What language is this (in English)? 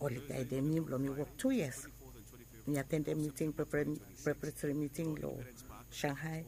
Bislama